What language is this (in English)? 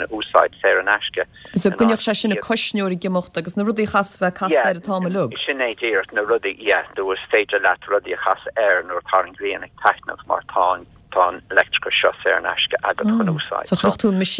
Irish